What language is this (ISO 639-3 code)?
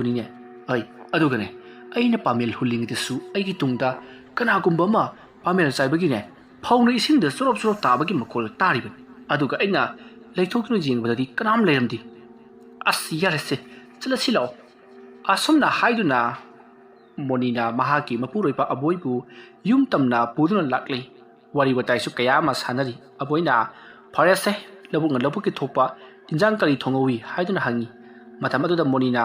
mni